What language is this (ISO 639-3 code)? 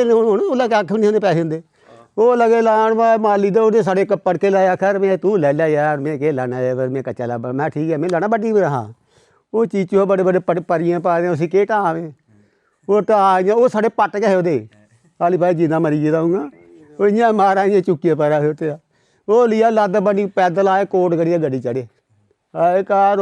doi